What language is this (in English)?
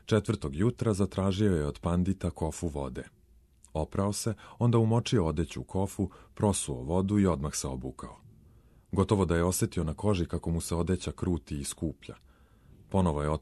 Serbian